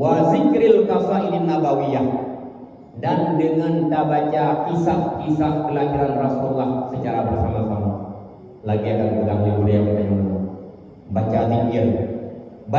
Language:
Achinese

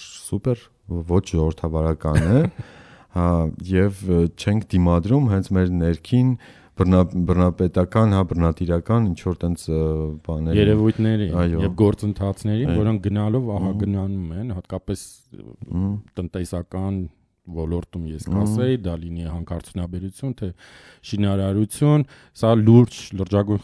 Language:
Armenian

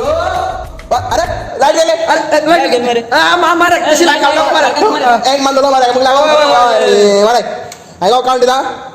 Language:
Konkani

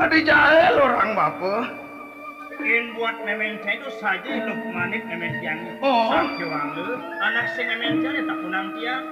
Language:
Balinese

